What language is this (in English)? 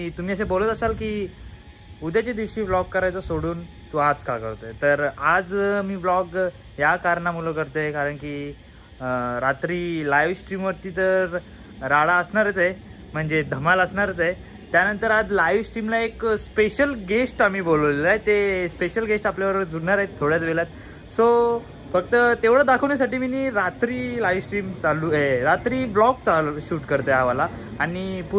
Marathi